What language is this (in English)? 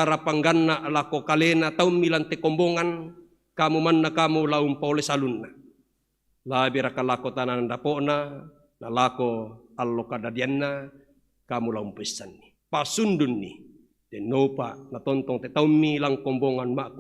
Toraja-Sa'dan